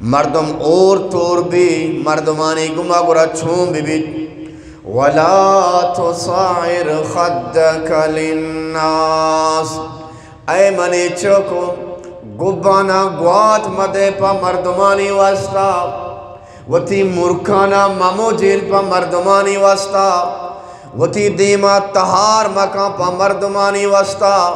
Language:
Eastern Balochi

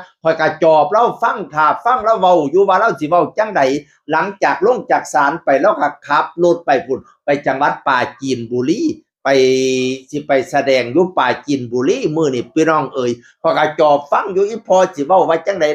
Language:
Northeastern Thai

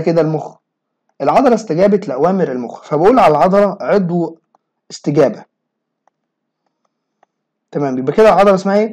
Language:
Egyptian Arabic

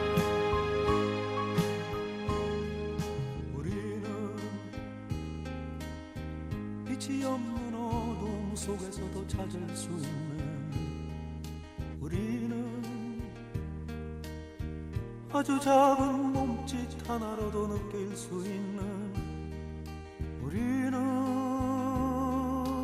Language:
Korean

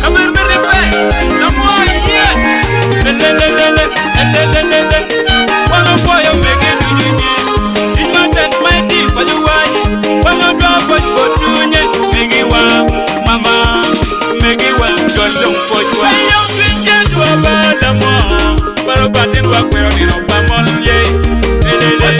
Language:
Acoli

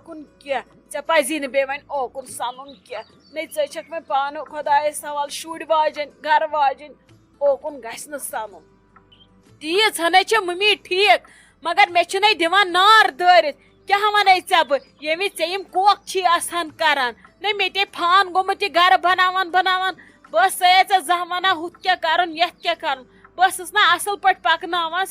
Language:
Kashmiri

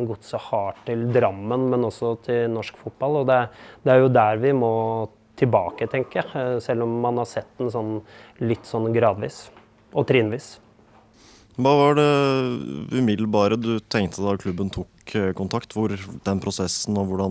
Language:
Norwegian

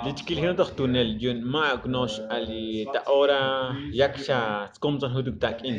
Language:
Tzotzil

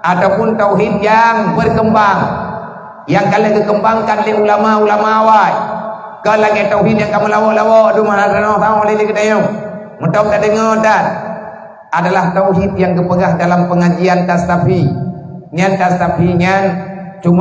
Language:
Achinese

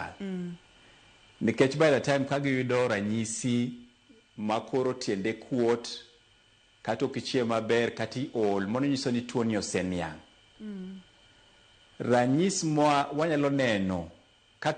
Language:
Luo (Kenya and Tanzania)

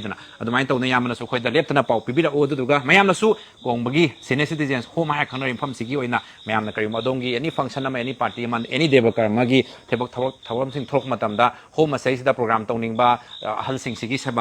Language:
Manipuri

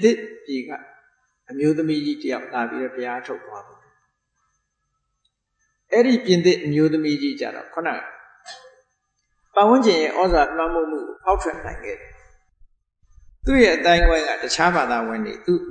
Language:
Burmese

